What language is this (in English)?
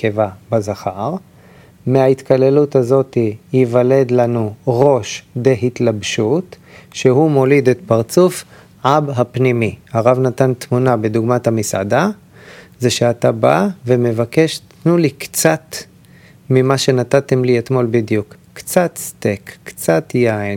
Hebrew